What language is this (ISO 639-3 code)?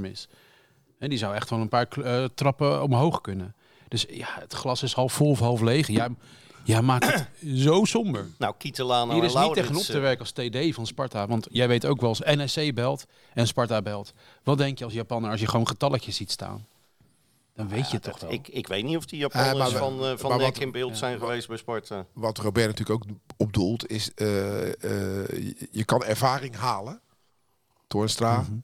nld